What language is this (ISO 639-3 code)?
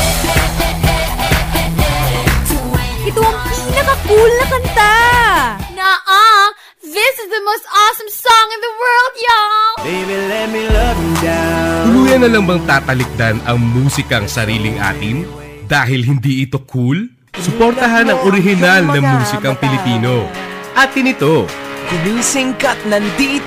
fil